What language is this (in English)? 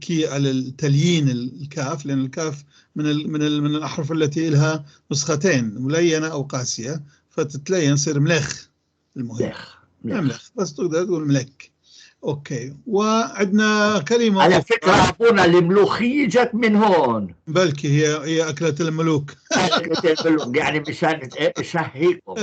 North Levantine Arabic